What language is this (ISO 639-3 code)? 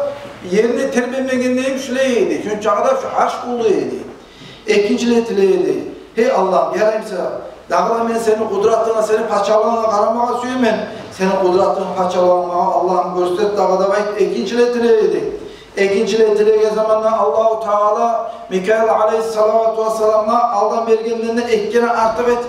kum